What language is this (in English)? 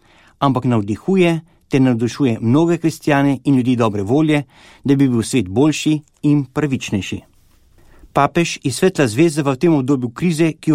Slovenian